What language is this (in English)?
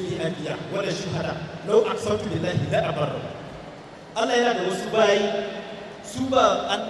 Hausa